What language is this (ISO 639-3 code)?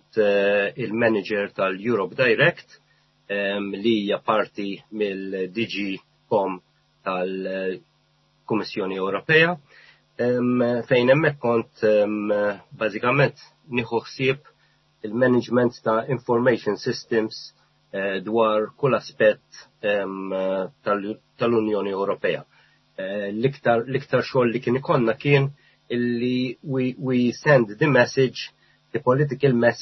mlt